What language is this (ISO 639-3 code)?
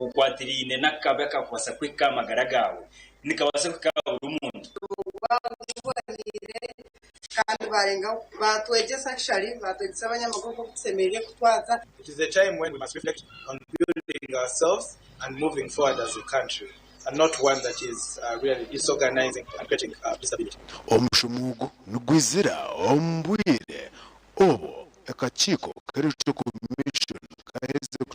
nyn